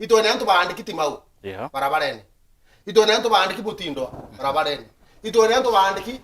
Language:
Meru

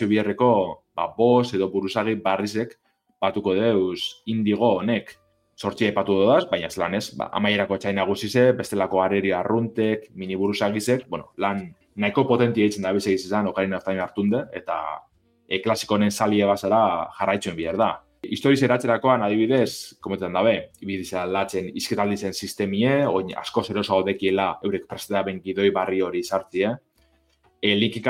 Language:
Basque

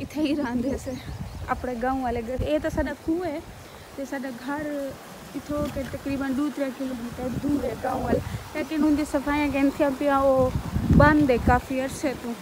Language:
Saraiki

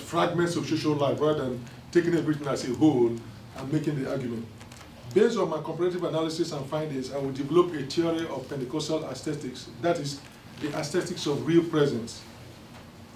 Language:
English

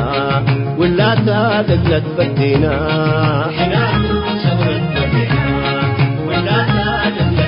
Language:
Tigre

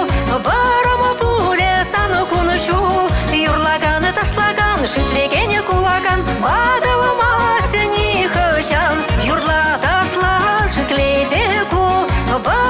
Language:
Chuvash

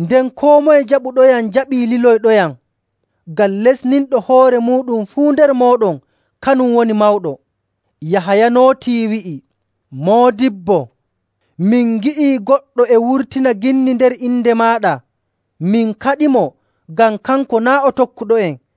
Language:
Nigerian Fulfulde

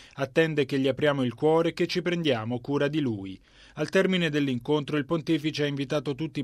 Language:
Italian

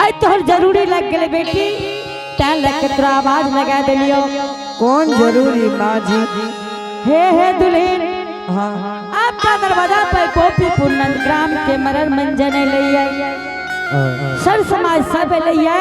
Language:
Angika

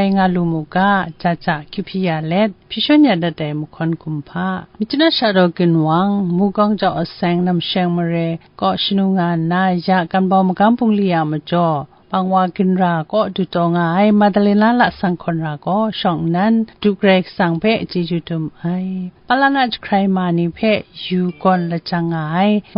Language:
Kachin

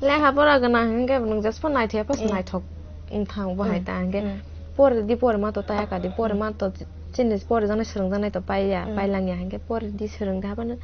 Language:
Kok Borok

